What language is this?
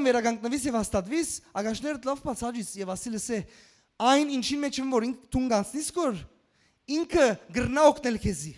Western Armenian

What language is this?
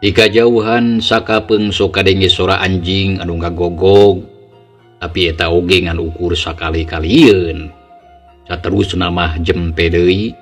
Sundanese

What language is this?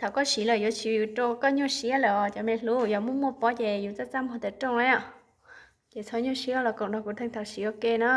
Hmong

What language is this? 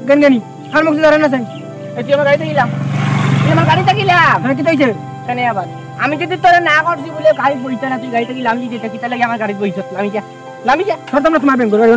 Sylheti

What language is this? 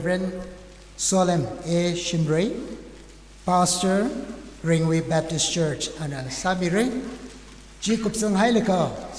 Tangkhul Naga (India)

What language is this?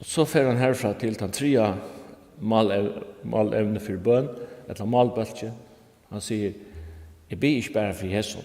Faroese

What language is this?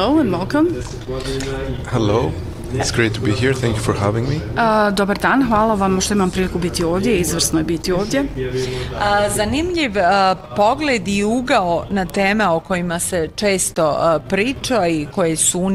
Bosnian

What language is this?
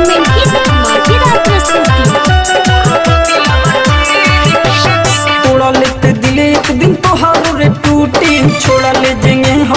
Bhojpuri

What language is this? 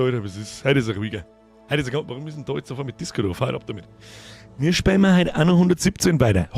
Bavarian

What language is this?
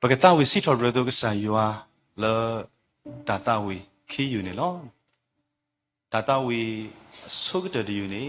S'gaw Karen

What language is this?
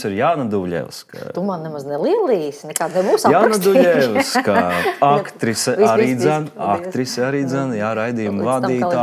Latvian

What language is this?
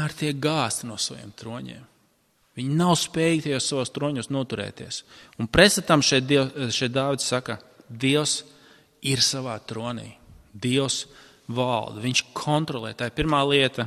Latvian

